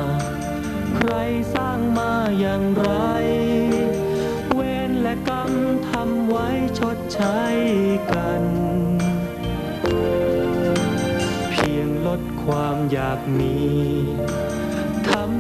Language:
Thai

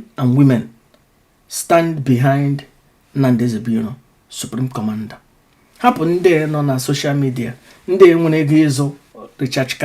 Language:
Igbo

